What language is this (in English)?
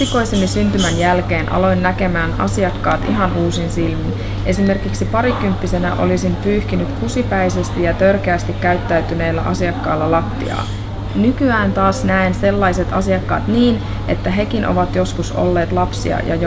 Finnish